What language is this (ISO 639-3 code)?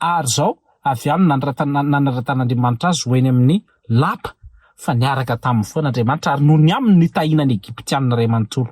mlg